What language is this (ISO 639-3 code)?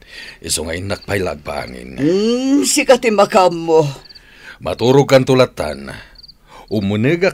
ilo